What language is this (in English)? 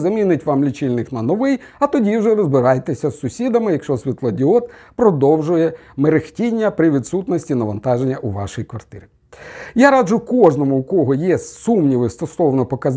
Ukrainian